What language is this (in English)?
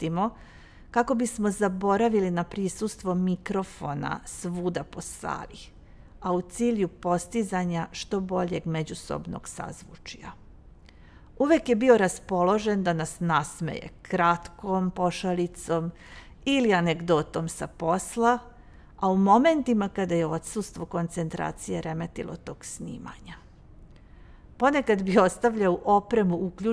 Serbian